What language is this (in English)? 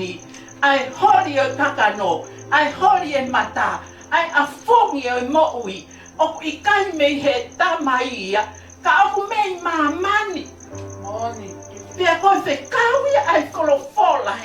Tongan